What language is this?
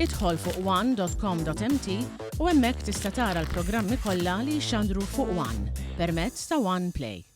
Maltese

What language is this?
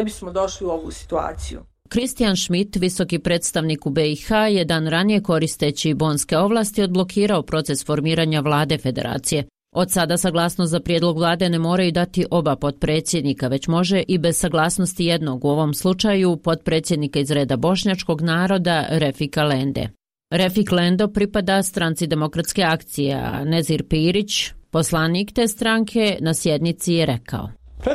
Bosnian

